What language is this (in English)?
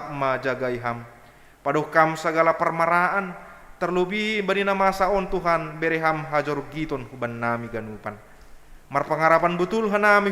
Batak Simalungun